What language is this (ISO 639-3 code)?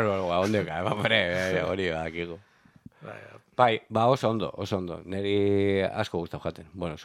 eus